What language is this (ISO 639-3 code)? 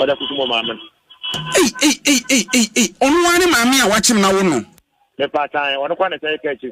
aka